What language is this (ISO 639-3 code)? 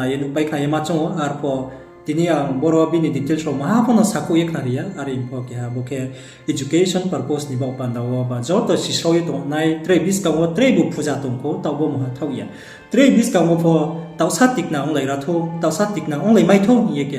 ria